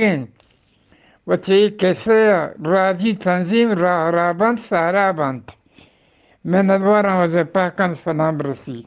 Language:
Eastern Balochi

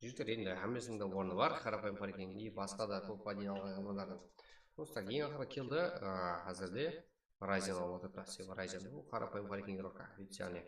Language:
Kara-Kalpak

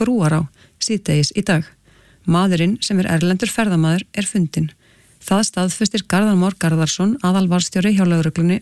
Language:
Icelandic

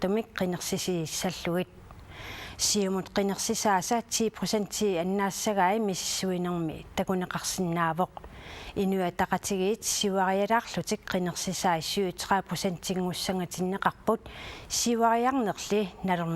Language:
Kalaallisut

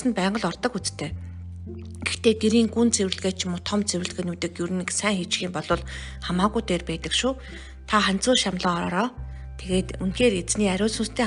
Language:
Mongolian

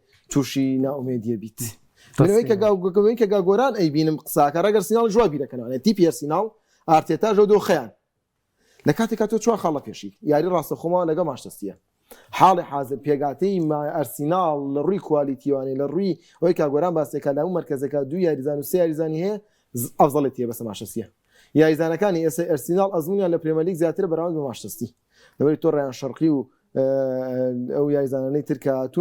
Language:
Central Kurdish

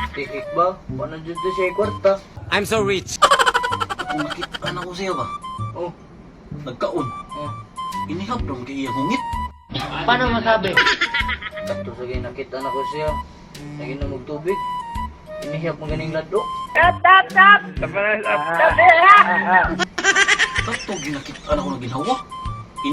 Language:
Cebuano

